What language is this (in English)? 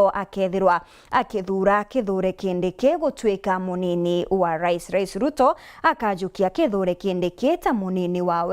Meru